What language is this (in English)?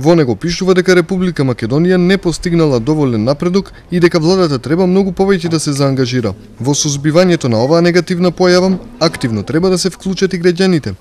Macedonian